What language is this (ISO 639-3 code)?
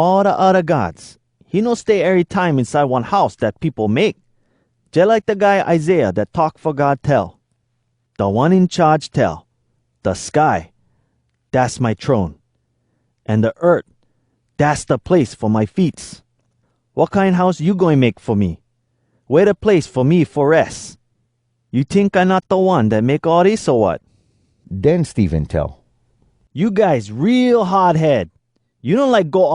hwc